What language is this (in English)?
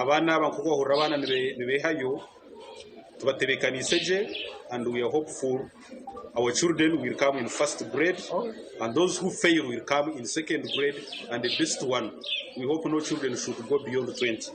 Nyankole